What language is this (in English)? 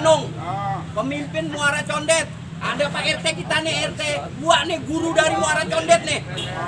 Betawi